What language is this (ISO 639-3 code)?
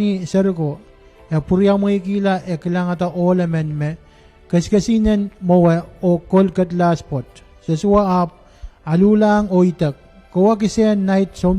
pon